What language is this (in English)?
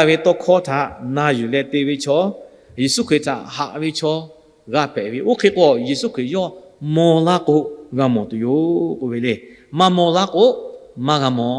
Lahu